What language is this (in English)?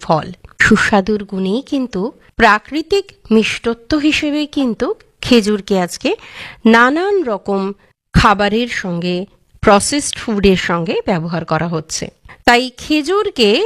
Bangla